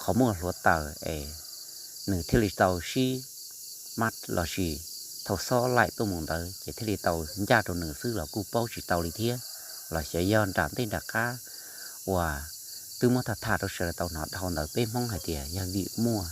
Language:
Hmong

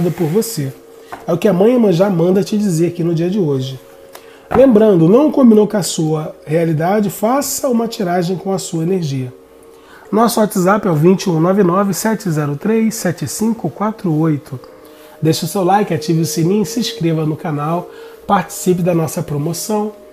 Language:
Portuguese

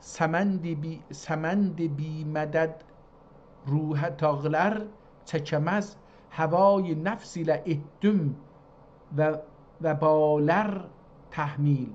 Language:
South Azerbaijani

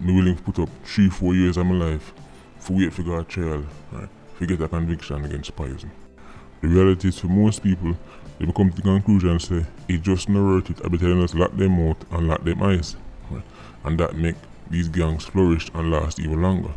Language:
Jamaican Creole English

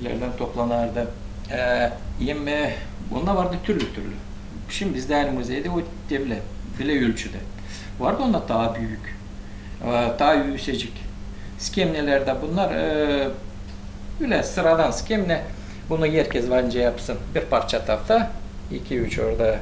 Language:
Gagauz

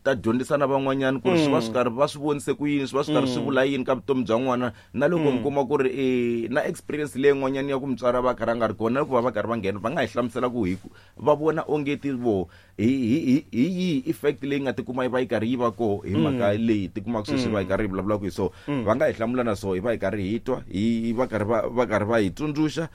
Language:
Tsonga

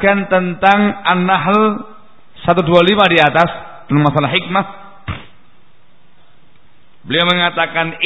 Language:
Indonesian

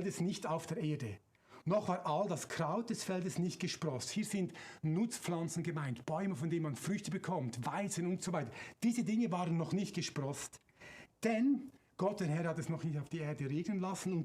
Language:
Swiss German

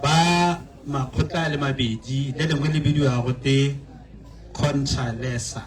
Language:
Tswana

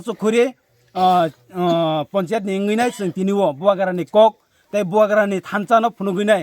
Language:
Kok Borok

